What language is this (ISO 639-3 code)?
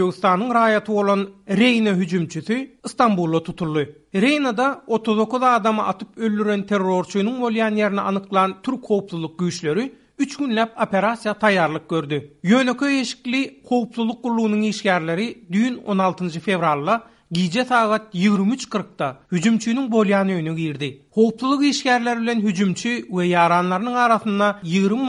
tuk